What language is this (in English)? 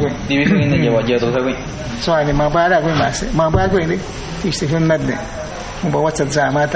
Awa-Cuaiquer